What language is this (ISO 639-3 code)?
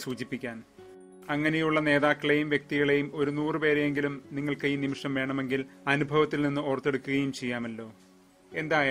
mal